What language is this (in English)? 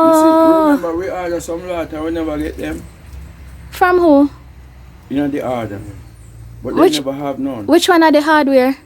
Jamaican Creole English